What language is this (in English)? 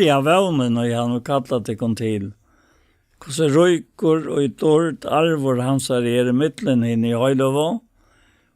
Faroese